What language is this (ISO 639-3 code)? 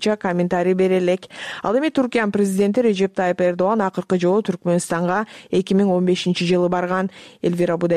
kir